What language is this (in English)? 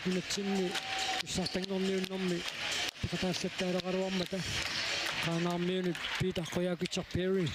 Kalaallisut